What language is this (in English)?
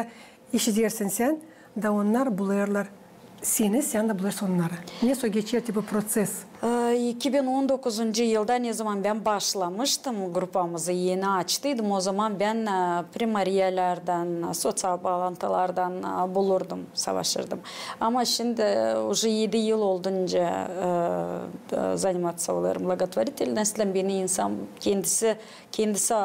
Gagauz